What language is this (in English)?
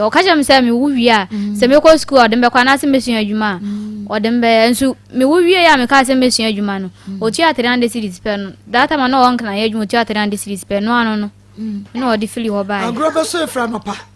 Akan